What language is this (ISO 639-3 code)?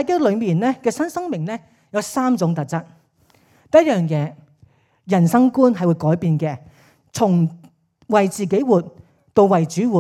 yue